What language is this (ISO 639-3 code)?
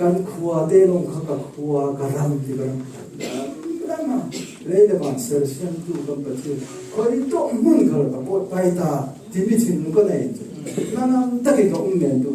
cfm